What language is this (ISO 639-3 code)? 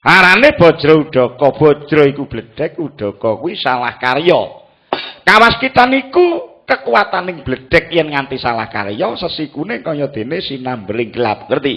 jav